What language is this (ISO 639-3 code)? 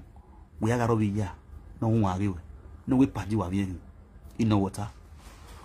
pcm